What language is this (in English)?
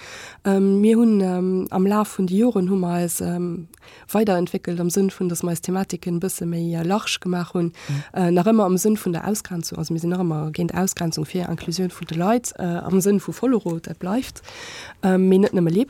Luxembourgish